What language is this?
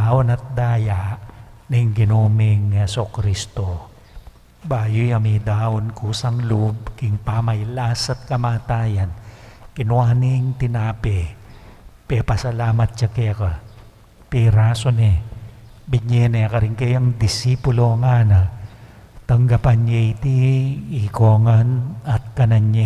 Pampanga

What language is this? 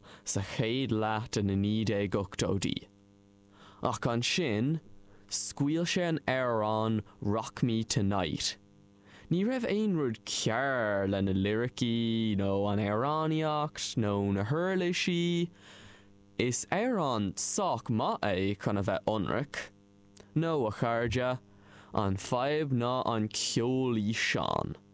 Irish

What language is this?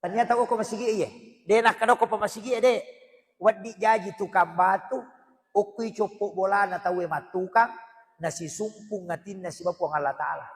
Buginese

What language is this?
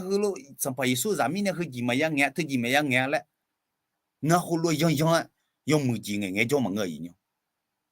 Akha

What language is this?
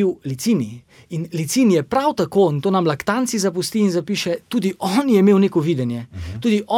Slovenian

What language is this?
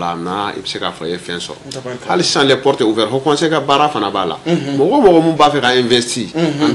Bambara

